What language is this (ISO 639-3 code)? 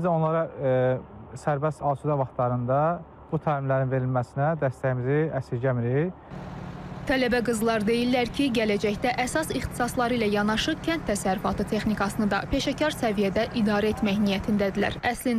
aze